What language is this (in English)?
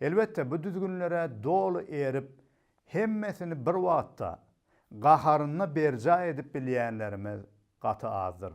Turkmen